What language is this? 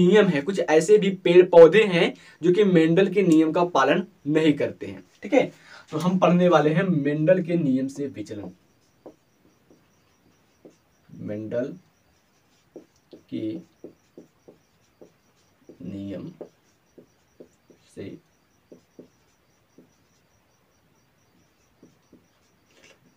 Hindi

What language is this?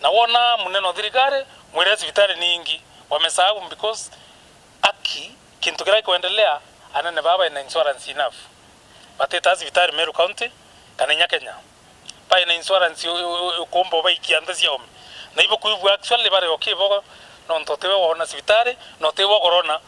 Meru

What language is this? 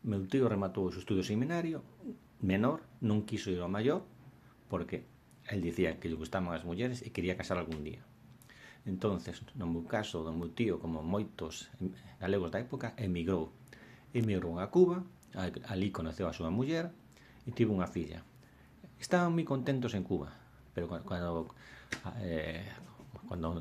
Galician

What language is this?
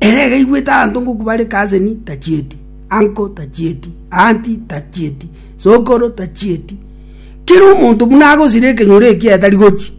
Gusii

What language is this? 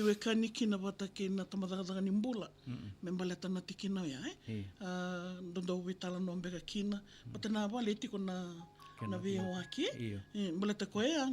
Fijian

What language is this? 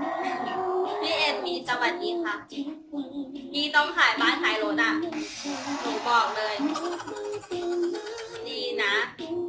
Thai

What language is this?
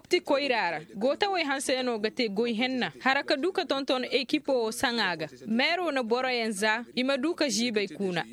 Koyraboro Senni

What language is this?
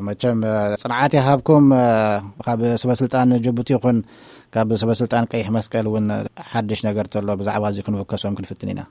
Tigrinya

